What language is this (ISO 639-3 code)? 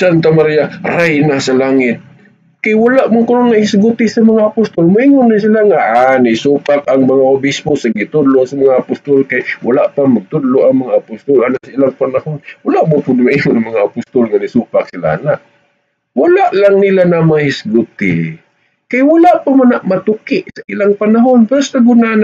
ceb